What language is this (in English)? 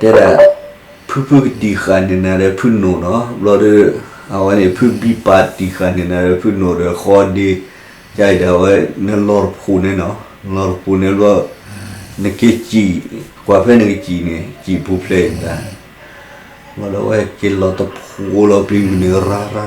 S'gaw Karen